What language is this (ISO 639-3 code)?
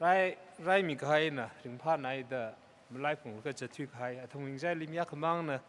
nmf